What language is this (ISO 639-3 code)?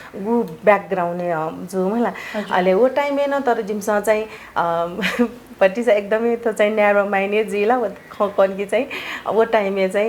new